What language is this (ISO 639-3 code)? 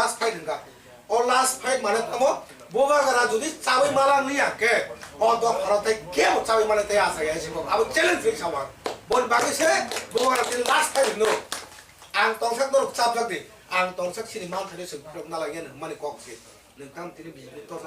trp